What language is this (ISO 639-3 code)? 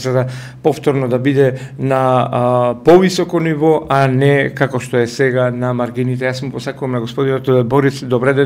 mkd